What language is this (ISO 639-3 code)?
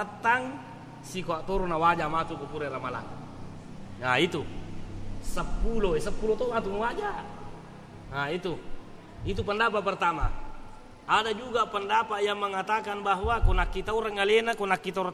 bug